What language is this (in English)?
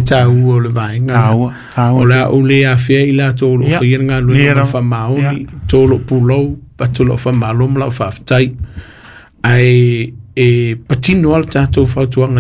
Samoan